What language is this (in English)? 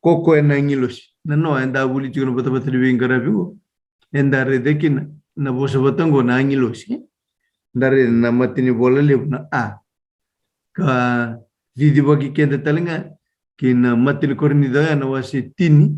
Fijian